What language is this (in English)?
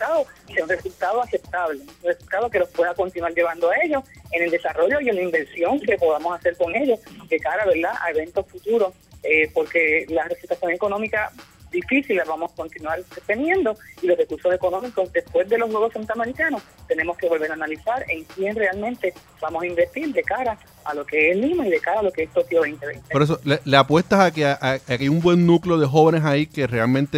Spanish